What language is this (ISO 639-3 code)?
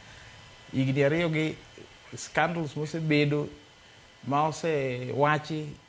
luo